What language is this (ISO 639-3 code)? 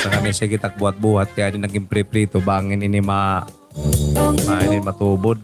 war